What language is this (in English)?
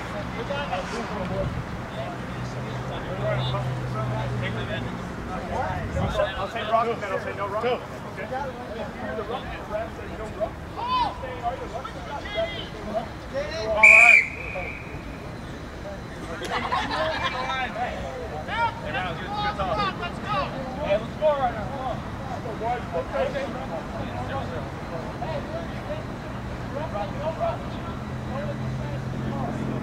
English